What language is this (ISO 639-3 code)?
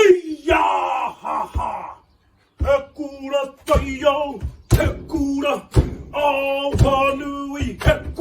mri